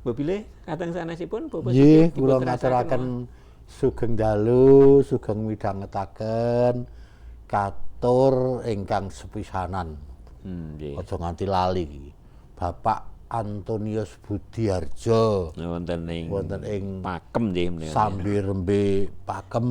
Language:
Javanese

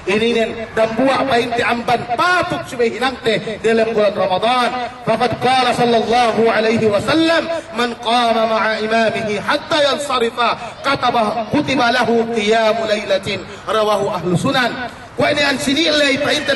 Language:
Yakan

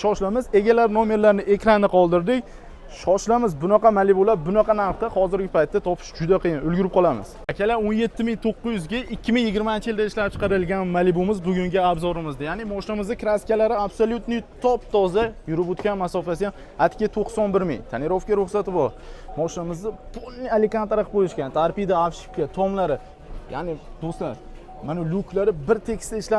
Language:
Uzbek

